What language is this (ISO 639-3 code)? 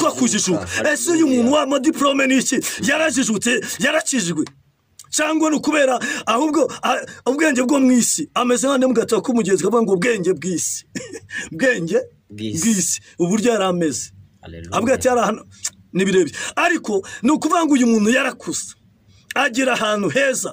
kin